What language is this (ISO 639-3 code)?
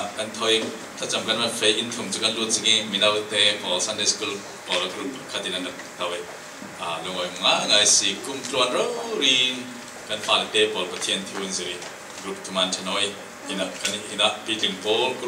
tha